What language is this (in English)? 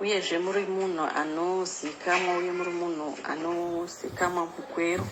Shona